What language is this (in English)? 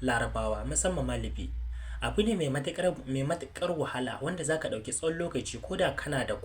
Hausa